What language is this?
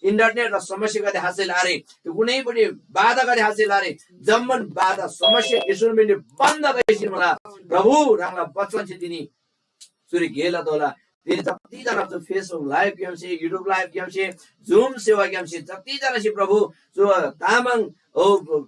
Eastern Tamang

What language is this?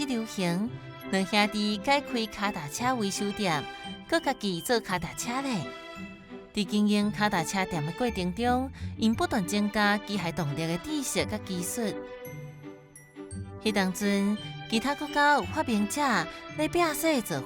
Min Nan Chinese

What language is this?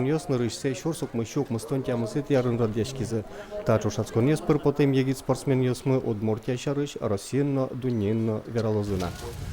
Udmurt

